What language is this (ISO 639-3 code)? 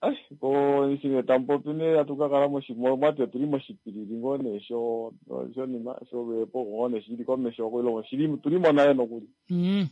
kua